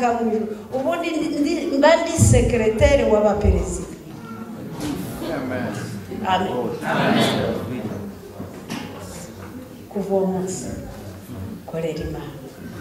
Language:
Kinyarwanda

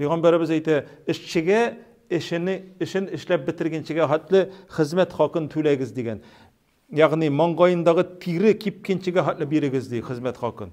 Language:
Tatar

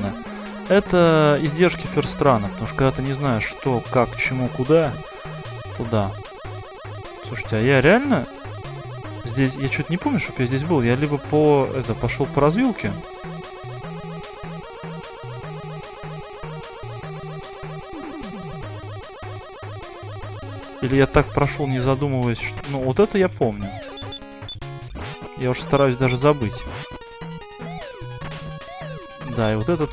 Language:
Russian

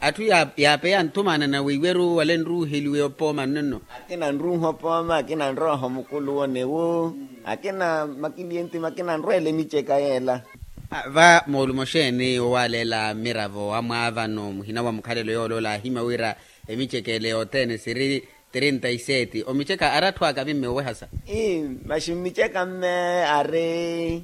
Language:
Makhuwa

